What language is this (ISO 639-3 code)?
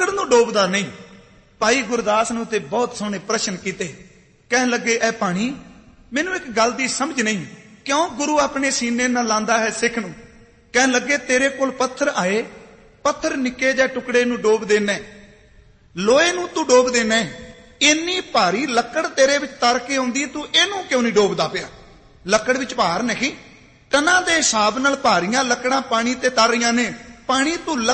pan